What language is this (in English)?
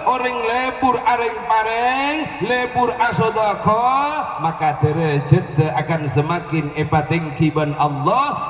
Madurese